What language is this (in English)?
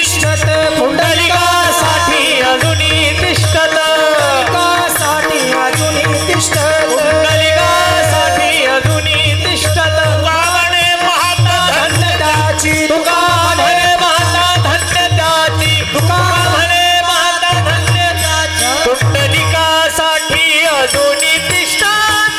Marathi